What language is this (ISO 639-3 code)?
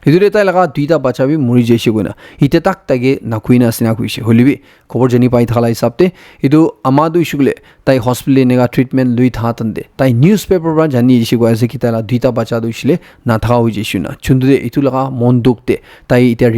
nag